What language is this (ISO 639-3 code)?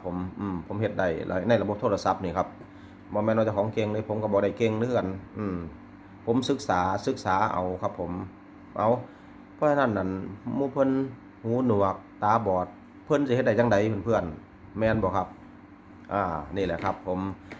tts